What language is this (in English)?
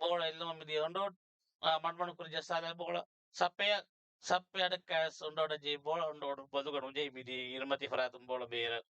Divehi